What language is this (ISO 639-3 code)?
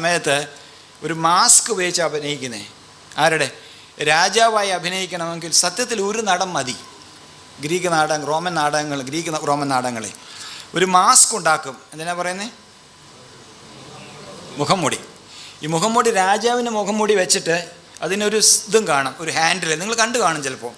mal